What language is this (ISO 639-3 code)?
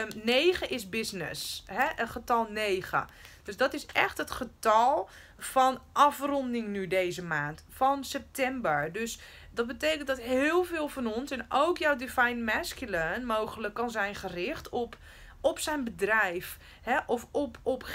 nld